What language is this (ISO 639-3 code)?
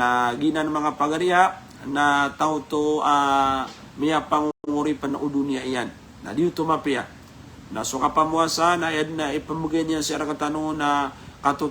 mrw